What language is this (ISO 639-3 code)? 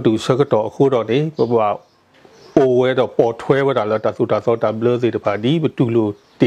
ksw